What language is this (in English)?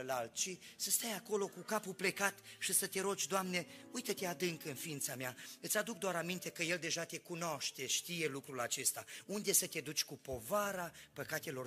Romanian